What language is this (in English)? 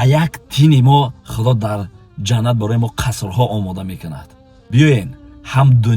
Tajik